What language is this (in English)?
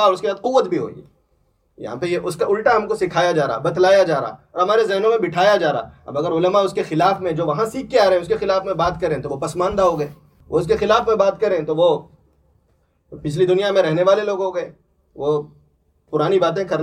Urdu